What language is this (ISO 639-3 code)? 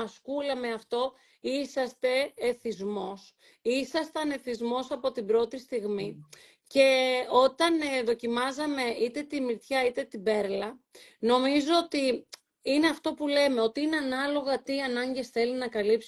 ell